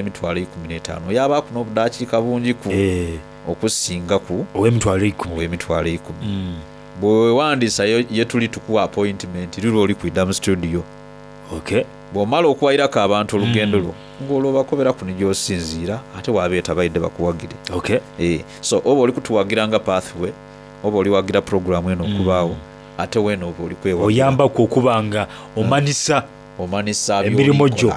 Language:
Soga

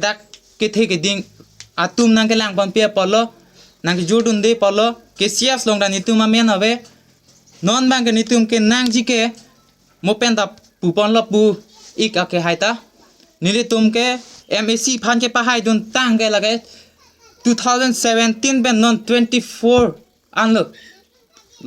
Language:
Karbi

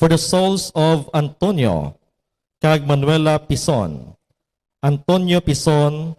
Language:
Hiligaynon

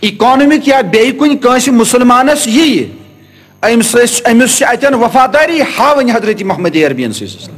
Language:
Kashmiri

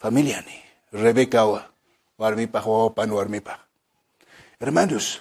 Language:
Aymara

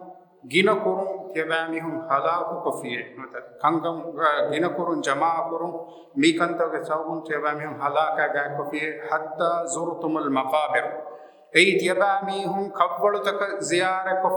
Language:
Divehi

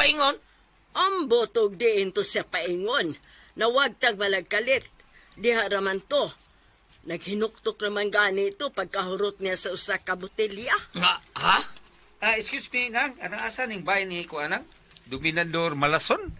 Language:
Cebuano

